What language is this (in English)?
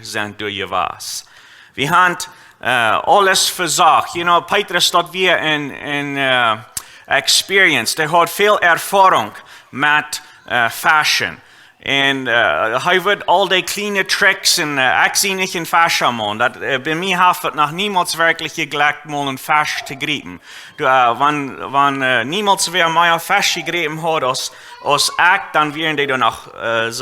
Plautdietsch